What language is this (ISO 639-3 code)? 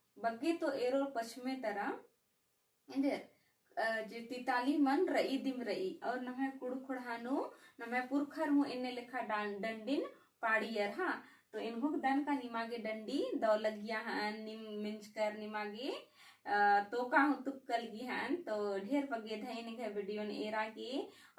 kru